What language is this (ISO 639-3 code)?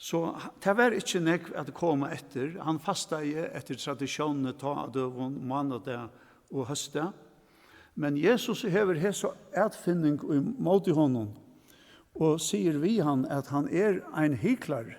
fao